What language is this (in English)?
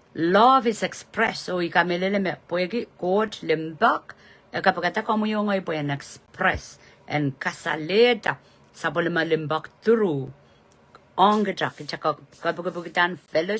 Pohnpeian